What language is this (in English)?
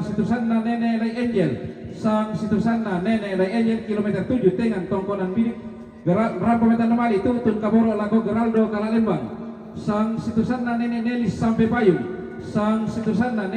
Toraja-Sa'dan